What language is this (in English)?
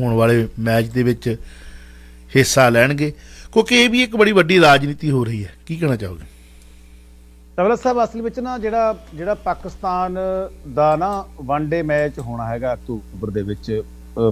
Punjabi